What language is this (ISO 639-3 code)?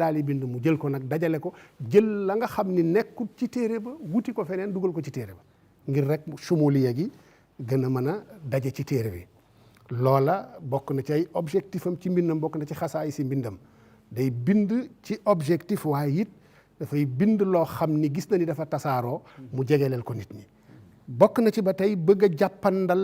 wol